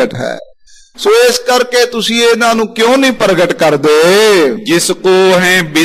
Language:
Punjabi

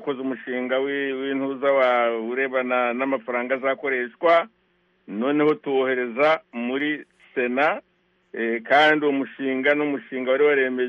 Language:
Kinyarwanda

